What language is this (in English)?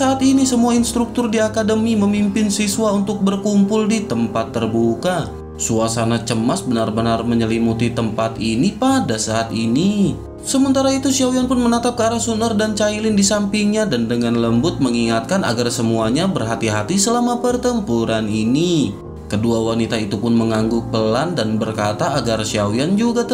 Indonesian